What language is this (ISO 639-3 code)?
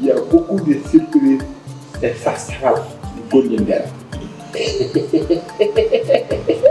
ful